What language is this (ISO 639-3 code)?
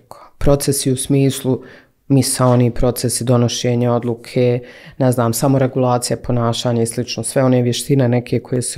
bos